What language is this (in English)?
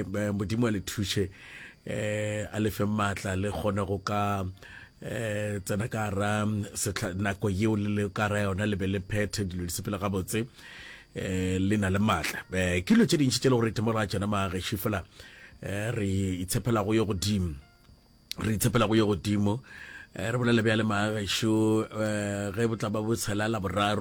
Northern Sotho